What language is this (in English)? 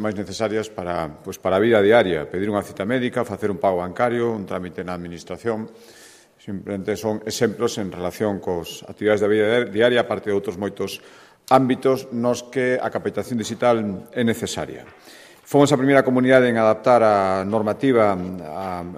Galician